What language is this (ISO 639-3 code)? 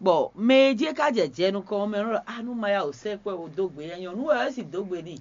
fon